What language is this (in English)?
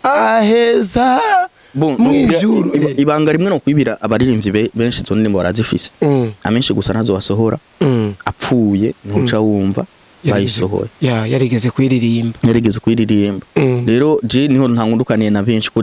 Rundi